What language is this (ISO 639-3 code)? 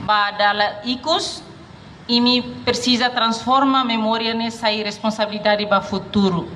tet